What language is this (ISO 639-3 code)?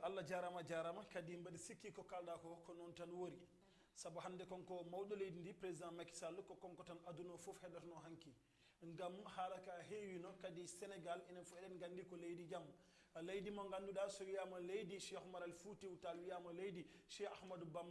ful